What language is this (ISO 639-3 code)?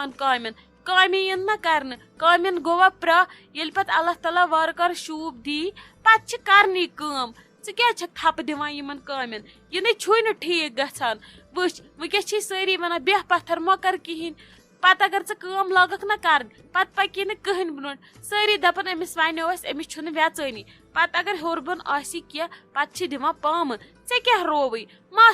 kas